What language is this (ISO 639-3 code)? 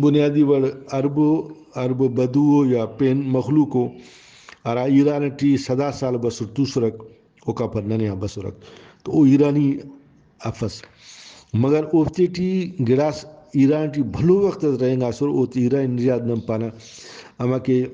brh